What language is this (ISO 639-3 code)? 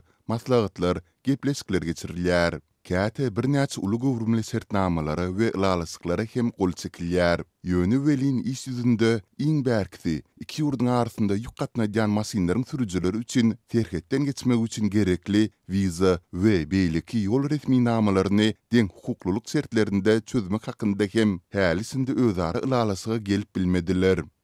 tuk